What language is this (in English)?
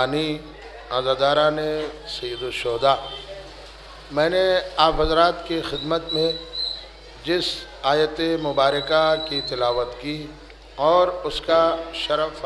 Urdu